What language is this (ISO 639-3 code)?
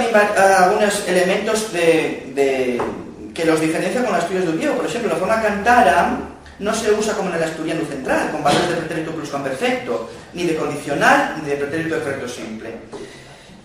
ast